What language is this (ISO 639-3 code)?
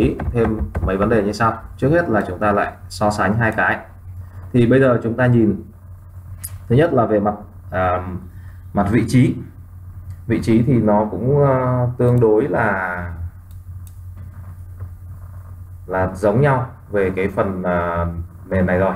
vie